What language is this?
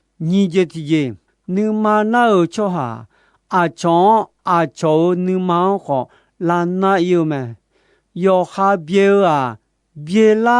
Akha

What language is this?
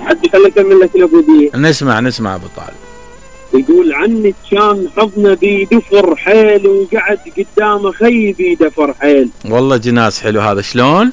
Mesopotamian Arabic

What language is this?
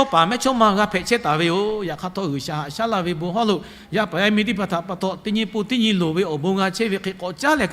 Lahu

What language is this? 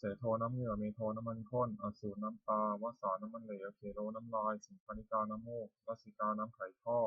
Pali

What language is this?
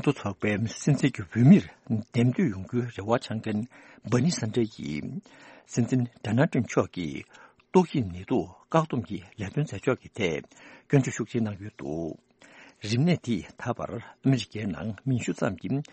Tibetan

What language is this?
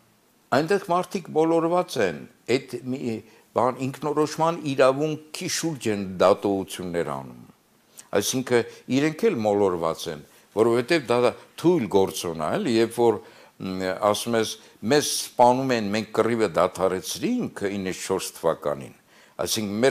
Armenian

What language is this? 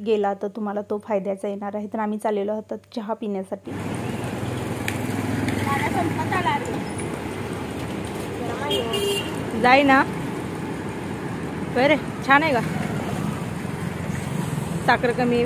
Marathi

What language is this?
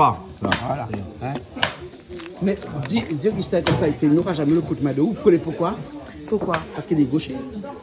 Réunion Creole French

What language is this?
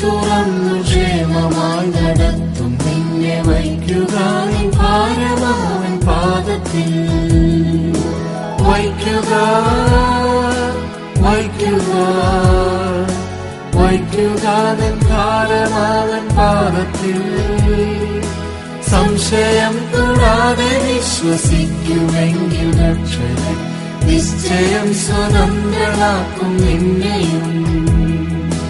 Malayalam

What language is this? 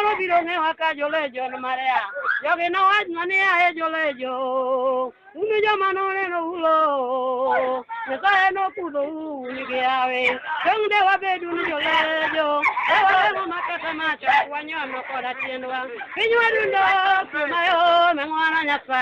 Luo (Kenya and Tanzania)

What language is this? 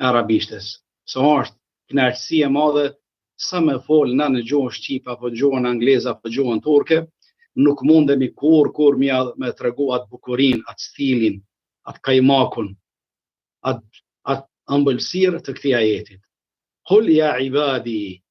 Albanian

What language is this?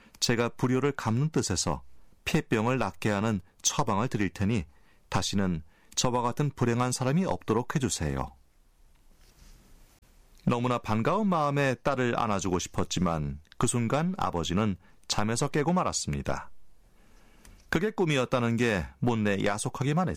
Korean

